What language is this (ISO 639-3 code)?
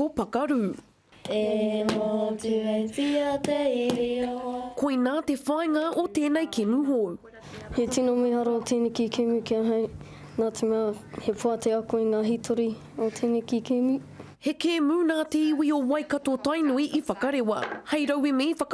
mri